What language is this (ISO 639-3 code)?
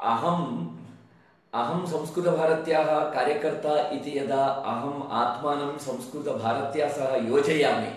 san